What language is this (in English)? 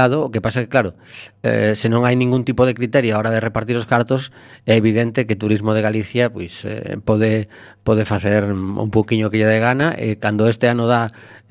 Galician